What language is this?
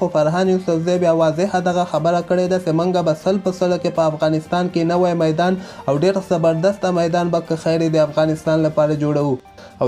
Pashto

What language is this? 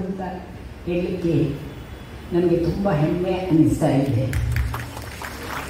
Kannada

